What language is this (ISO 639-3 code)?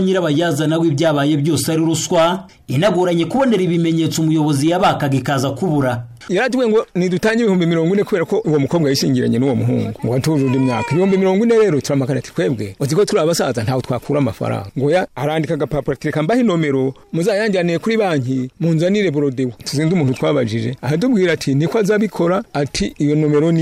kin